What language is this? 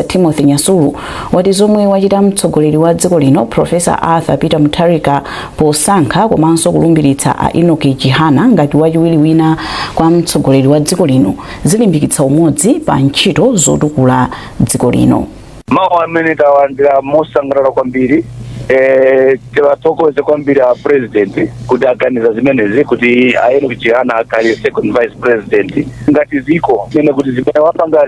Nyanja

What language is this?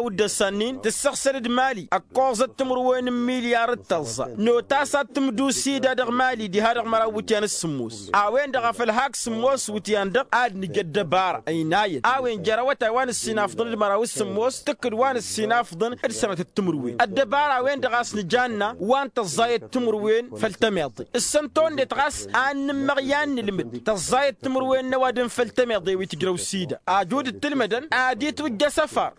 Tamasheq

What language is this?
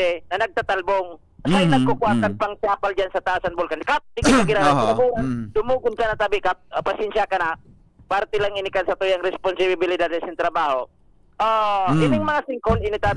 Bikol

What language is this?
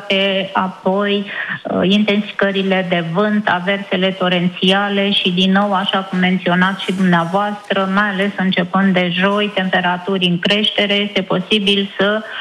Romanian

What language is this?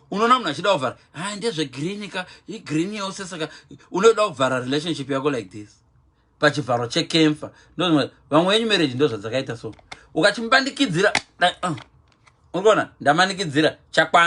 Shona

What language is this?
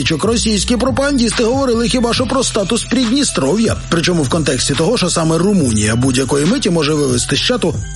Ukrainian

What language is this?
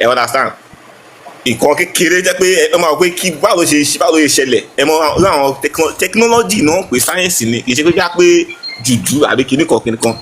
Yoruba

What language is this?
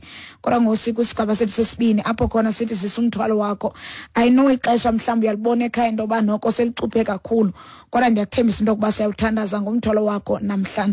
Xhosa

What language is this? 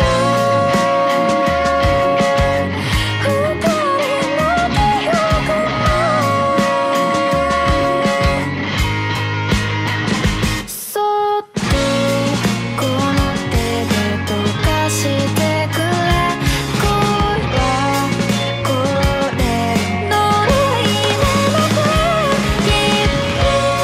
Japanese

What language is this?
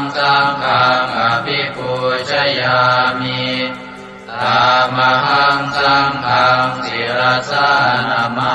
Pali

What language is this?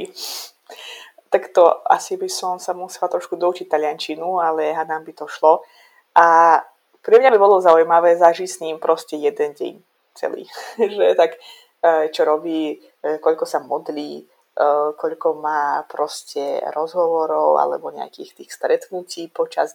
Slovak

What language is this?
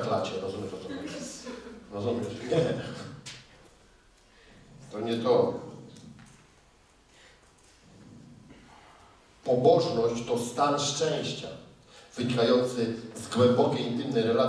Polish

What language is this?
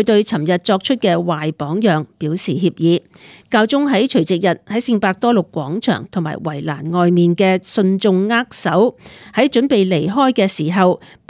Cantonese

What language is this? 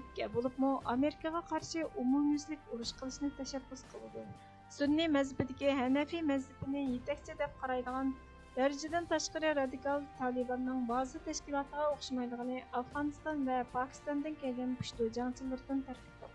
Uyghur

